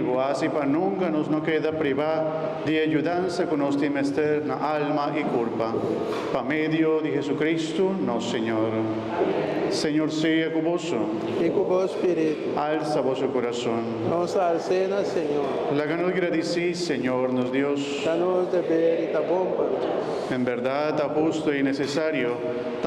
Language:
Papiamento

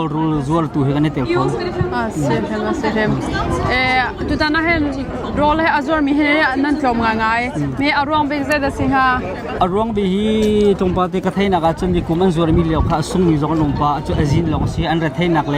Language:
Hakha Chin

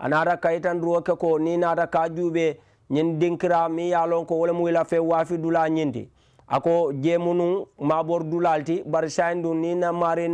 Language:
Mandingo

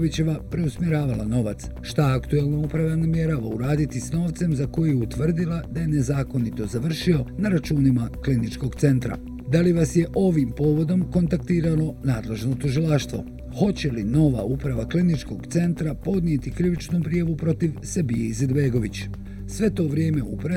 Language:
Bosnian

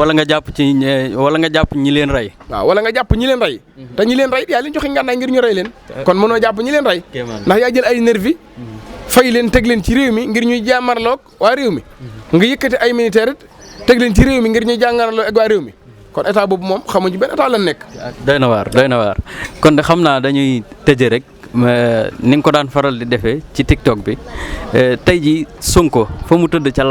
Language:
Wolof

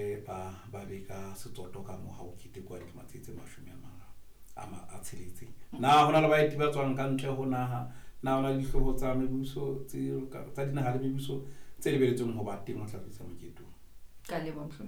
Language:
Southern Sotho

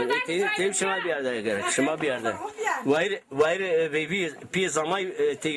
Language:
Zaza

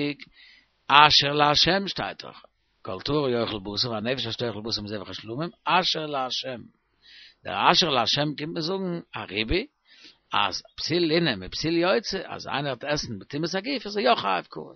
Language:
Yiddish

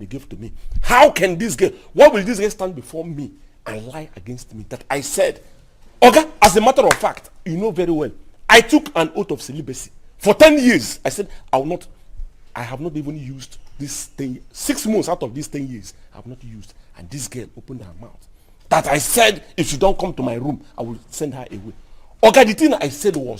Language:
Nigerian Pidgin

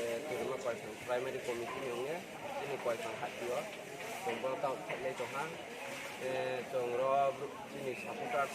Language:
Kok Borok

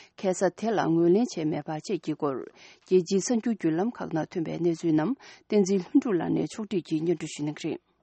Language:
Tibetan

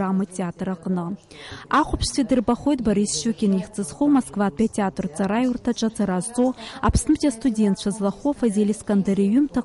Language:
Abkhazian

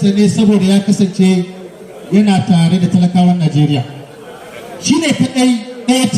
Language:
Hausa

